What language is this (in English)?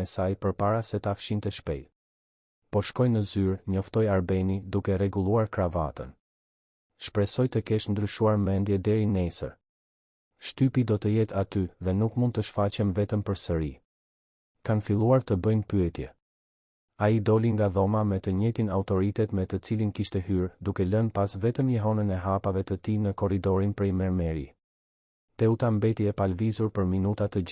Albanian